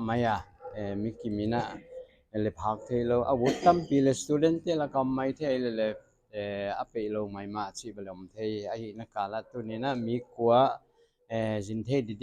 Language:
Paite Chin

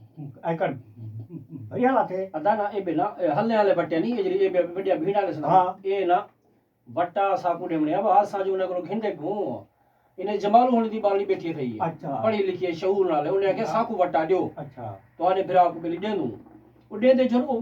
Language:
Saraiki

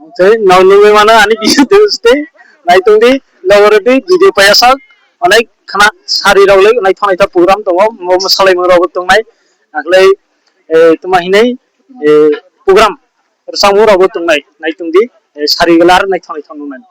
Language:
Kok Borok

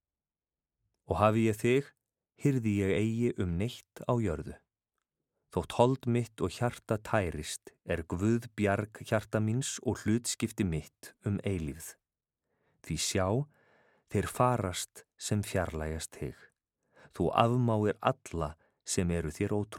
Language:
Icelandic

